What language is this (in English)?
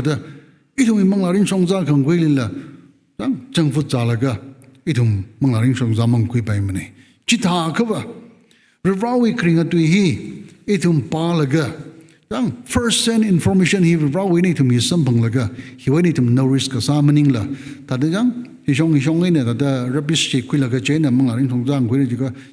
Tangkhul Naga (India)